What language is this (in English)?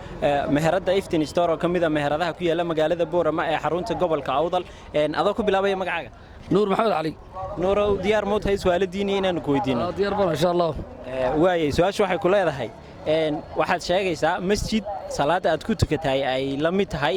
Somali